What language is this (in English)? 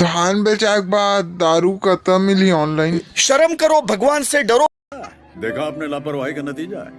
Chhattisgarhi